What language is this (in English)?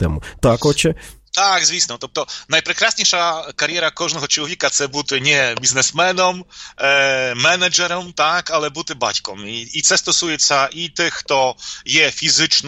Ukrainian